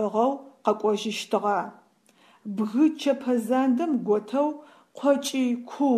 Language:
Adyghe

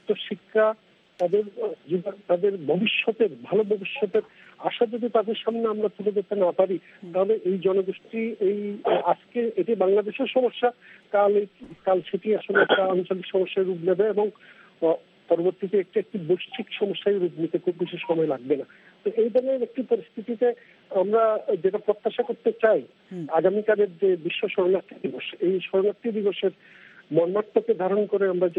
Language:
Bangla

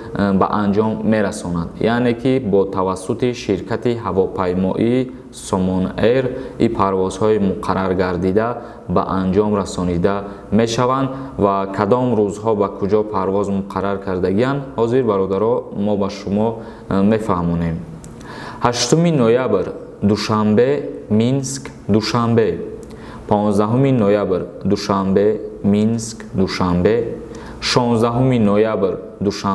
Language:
Tajik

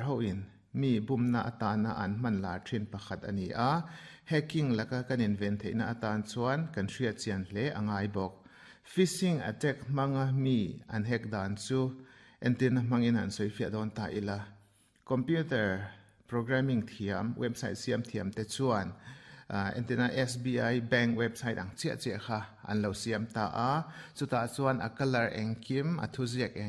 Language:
Mizo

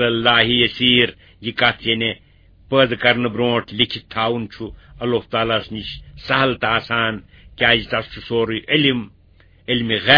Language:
Kashmiri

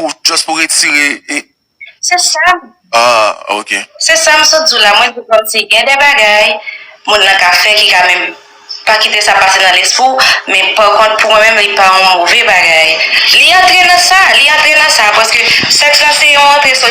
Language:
Haitian Creole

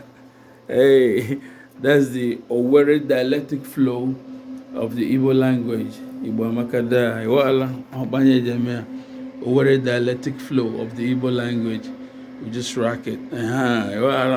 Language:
Igbo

